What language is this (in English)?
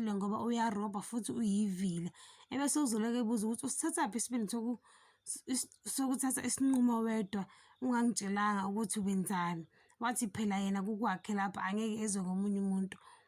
Zulu